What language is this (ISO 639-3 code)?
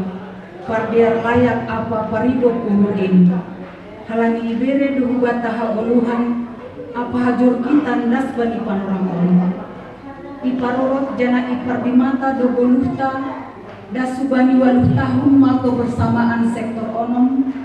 bts